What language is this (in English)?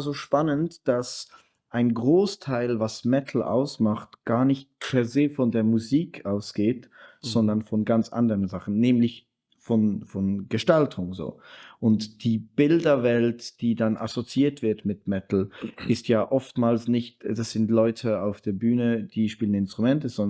Swiss German